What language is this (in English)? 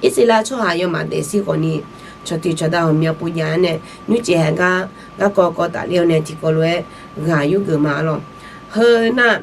Akha